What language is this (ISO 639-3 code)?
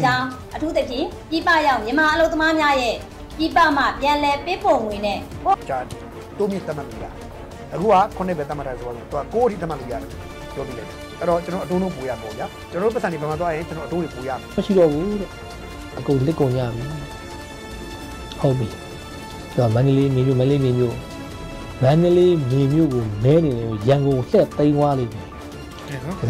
mya